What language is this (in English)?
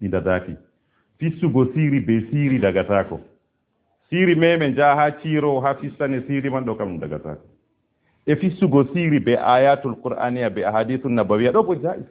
Fula